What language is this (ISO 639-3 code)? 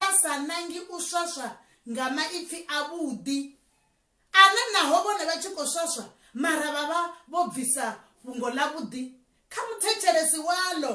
ven